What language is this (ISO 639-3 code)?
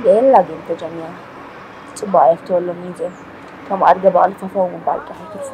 tir